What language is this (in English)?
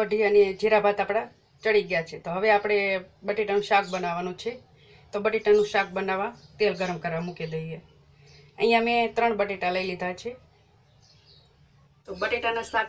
Gujarati